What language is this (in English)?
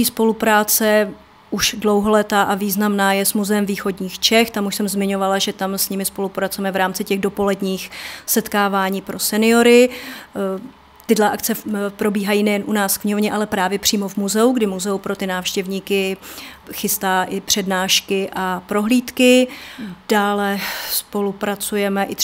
Czech